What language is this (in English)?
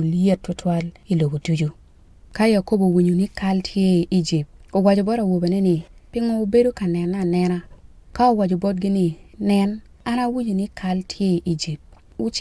Acoli